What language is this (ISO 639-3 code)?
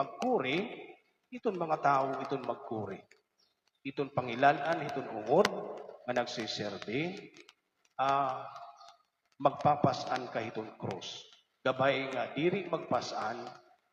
war